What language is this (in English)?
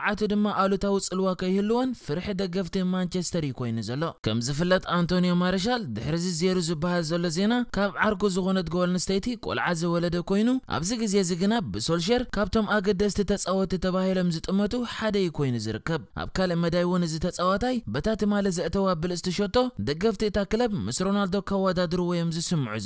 Tigrinya